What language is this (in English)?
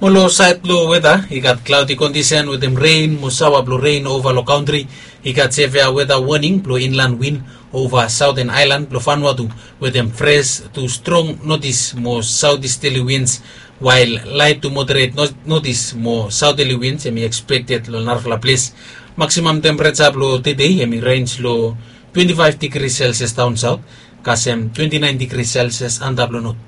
Bislama